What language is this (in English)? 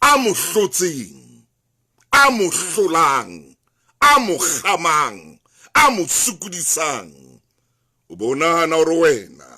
Southern Sotho